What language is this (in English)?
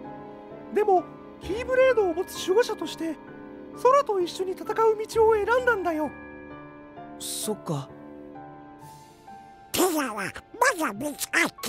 Japanese